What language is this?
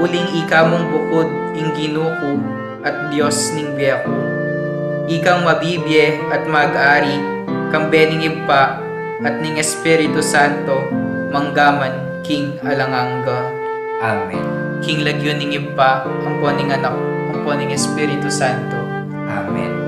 Pampanga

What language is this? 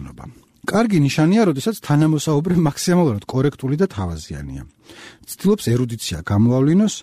Georgian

